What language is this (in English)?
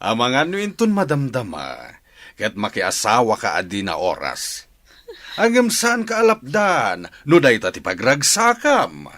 Iloko